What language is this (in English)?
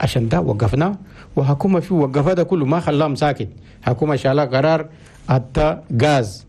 Chadian Arabic